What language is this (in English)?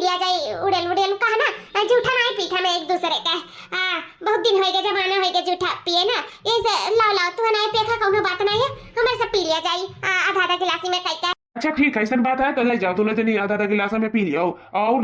Awadhi